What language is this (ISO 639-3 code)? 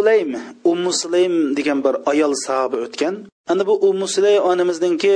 uig